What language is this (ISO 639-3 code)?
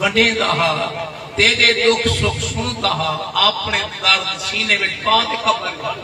skr